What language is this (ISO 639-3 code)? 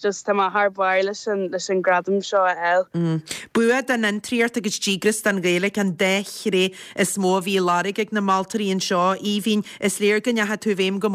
gle